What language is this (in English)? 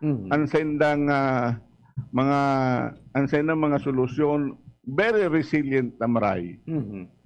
Bikol